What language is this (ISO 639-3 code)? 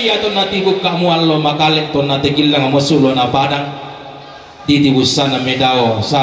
sda